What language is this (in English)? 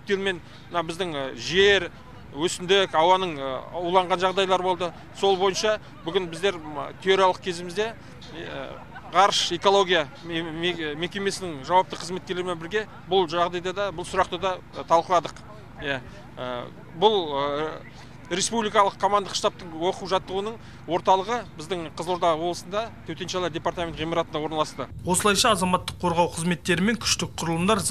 Kazakh